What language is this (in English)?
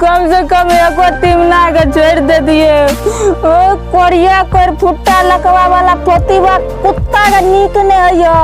Maithili